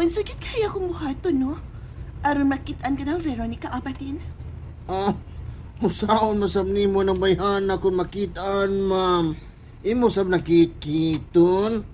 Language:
Cebuano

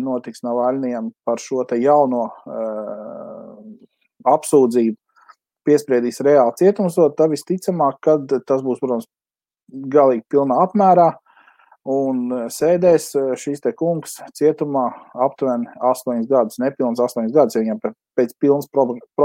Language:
Latvian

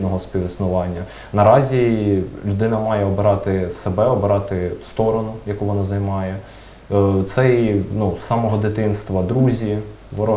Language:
Ukrainian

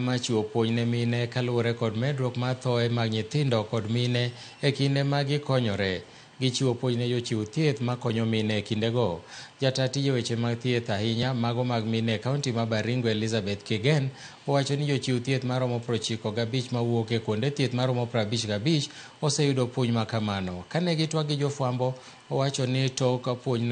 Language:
Luo (Kenya and Tanzania)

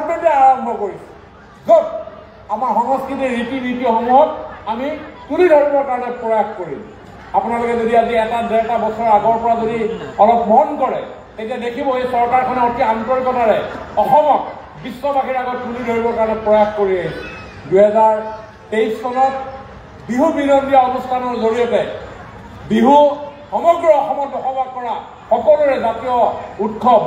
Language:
Assamese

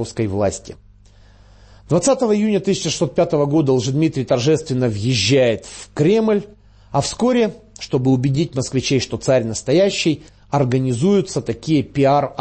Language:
Russian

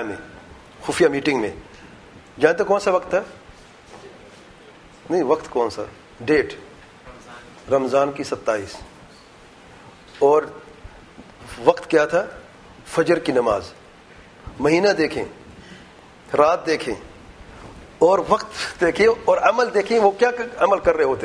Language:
Urdu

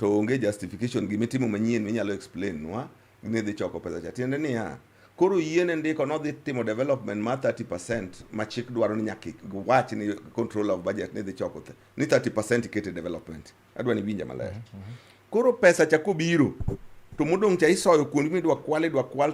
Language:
Luo (Kenya and Tanzania)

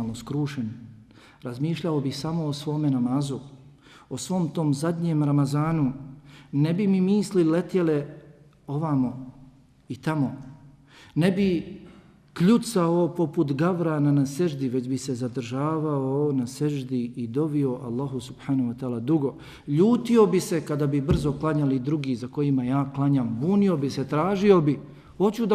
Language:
Bosnian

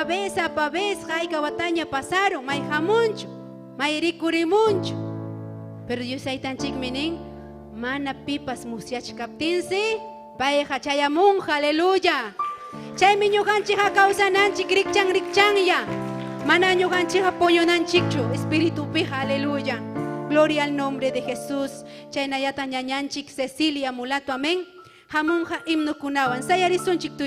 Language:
Ayacucho Quechua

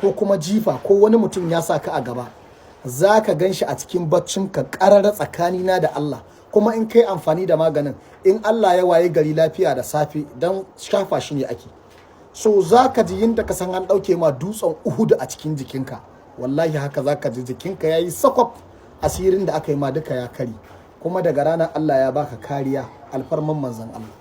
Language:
Hausa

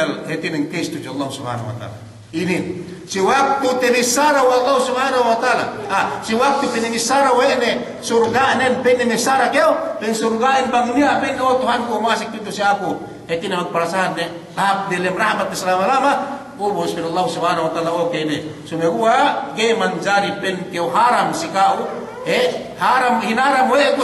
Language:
Yakan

